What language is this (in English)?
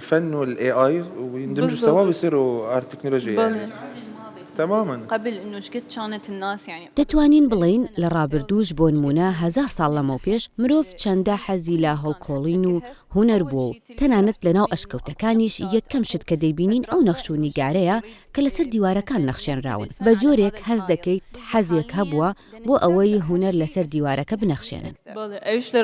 Central Kurdish